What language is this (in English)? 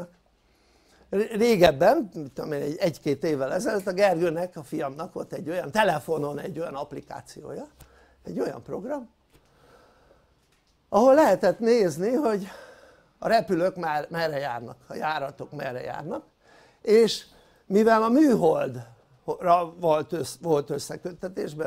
Hungarian